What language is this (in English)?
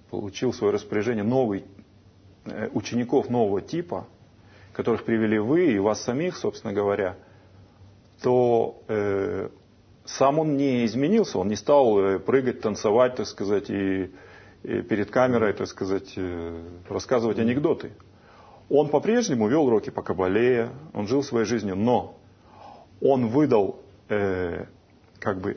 Russian